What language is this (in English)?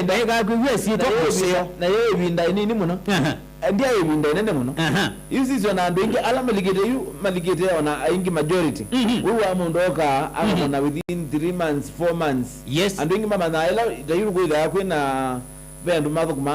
Kamba